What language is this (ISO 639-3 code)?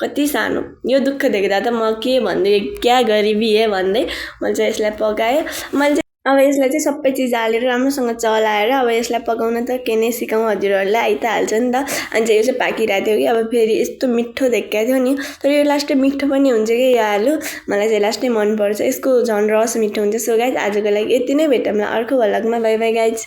nep